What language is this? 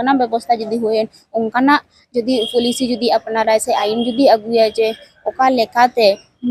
Santali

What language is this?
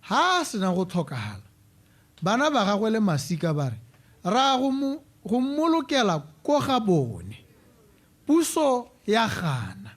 Tswana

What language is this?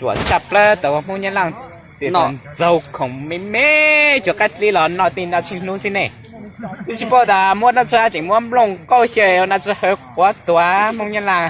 Hmong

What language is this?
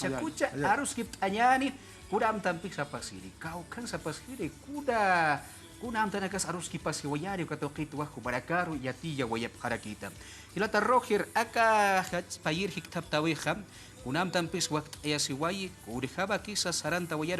Aymara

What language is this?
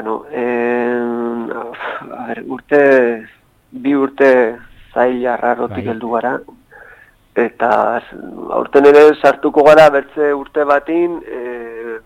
Basque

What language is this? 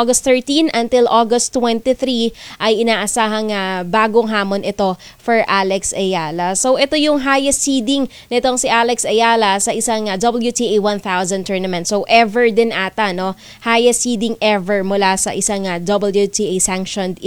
Filipino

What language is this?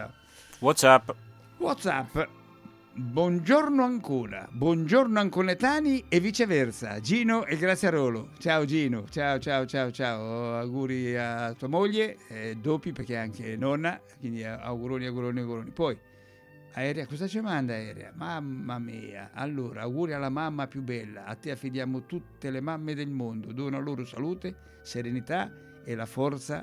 Italian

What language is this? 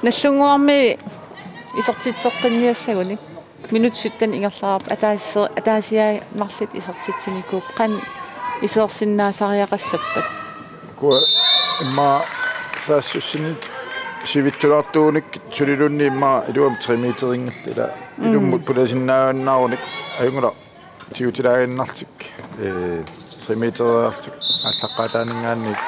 Kalaallisut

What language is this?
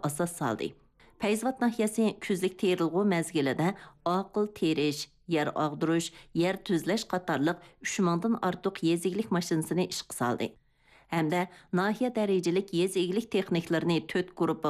Uyghur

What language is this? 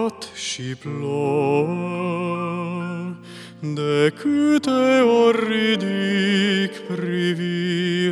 Romanian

